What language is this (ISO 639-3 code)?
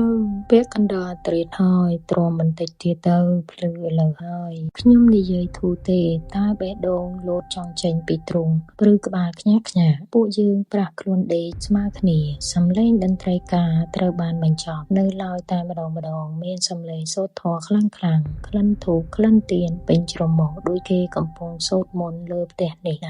khm